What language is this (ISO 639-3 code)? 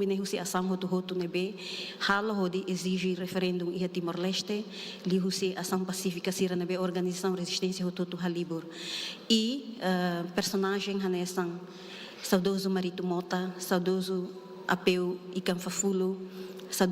tet